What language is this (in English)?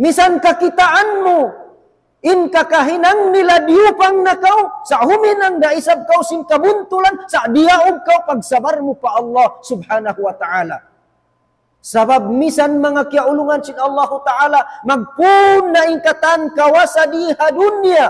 Tausug